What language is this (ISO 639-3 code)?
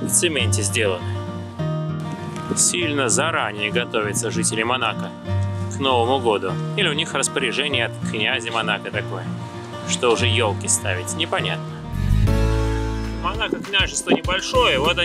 rus